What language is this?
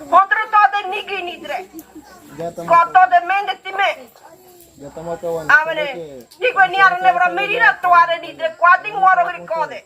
Ngäbere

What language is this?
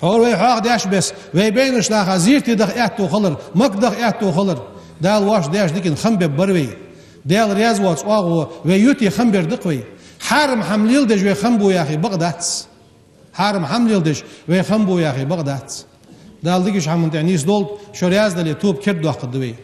Ingush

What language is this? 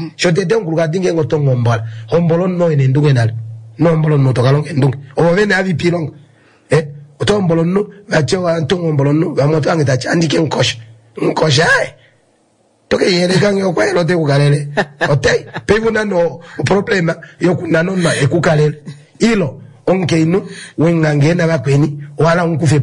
Kuanyama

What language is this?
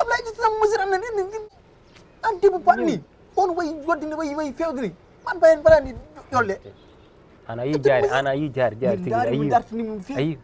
Fula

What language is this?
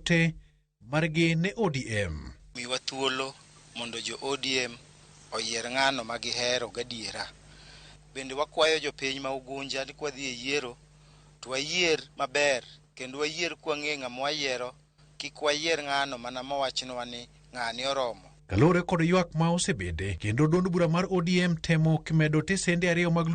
Luo (Kenya and Tanzania)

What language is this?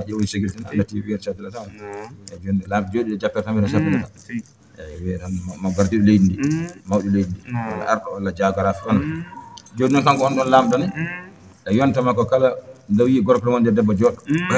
Fula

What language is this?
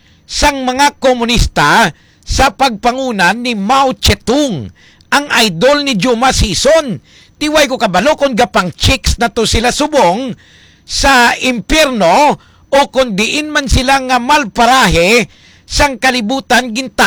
Hiligaynon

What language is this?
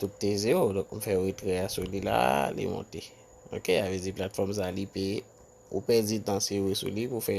Haitian Creole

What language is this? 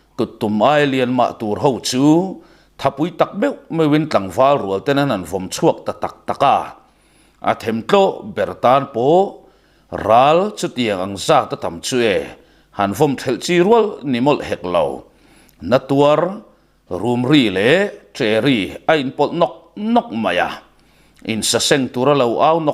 Mizo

